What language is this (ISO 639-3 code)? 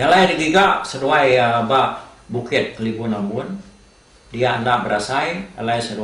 iba